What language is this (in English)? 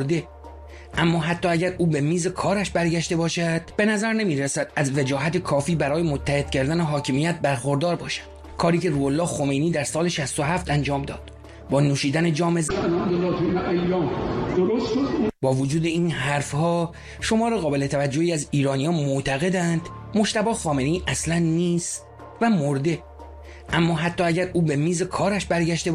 Persian